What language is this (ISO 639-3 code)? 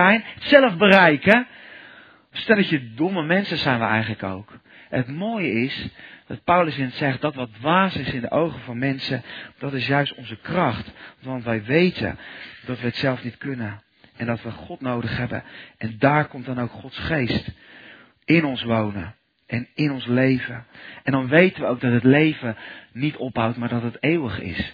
nld